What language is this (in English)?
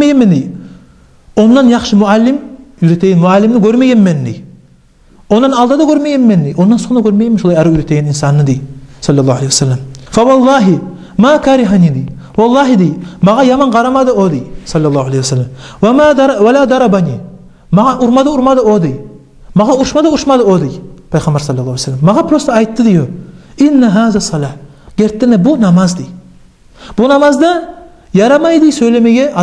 Kumyk